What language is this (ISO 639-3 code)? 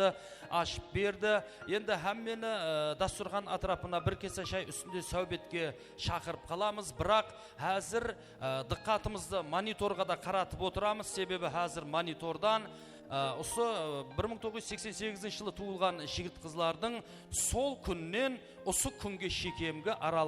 kaa